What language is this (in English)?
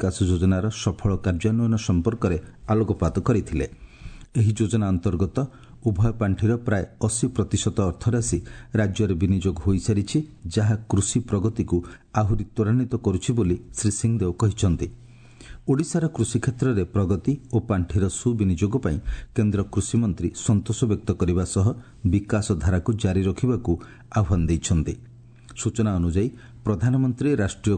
Odia